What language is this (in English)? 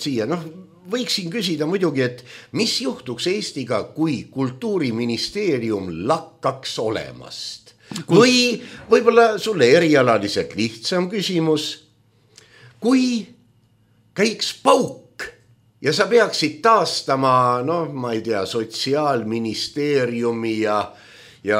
Estonian